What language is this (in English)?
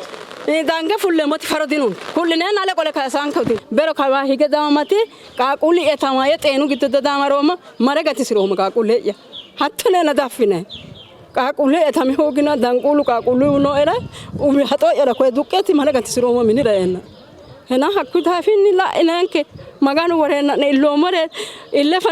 Sidamo